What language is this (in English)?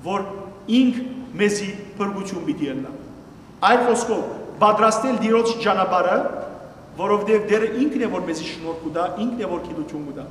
Western Armenian